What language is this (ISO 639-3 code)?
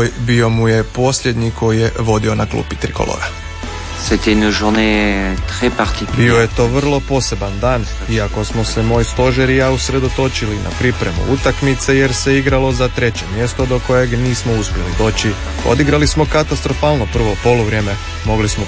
hrv